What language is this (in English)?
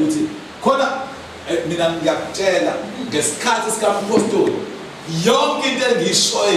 Zulu